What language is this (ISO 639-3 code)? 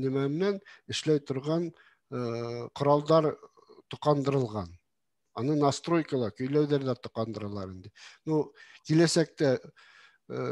bak